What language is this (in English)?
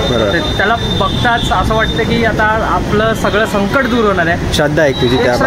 Marathi